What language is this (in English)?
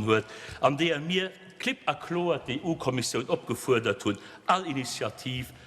Luxembourgish